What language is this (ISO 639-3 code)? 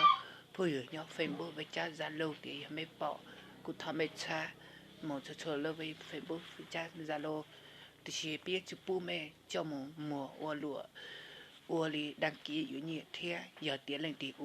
hmn